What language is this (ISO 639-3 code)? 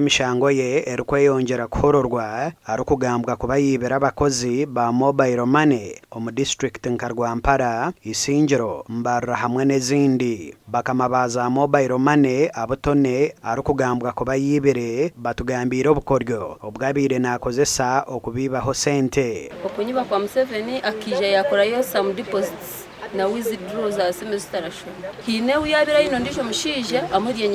nyn